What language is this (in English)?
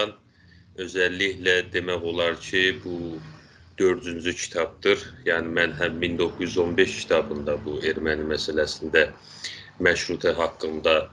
South Azerbaijani